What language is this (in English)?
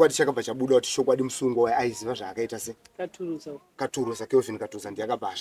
Shona